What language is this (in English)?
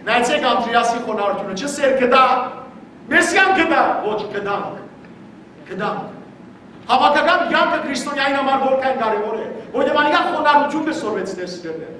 Western Armenian